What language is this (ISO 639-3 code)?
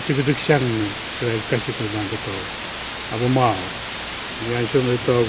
pon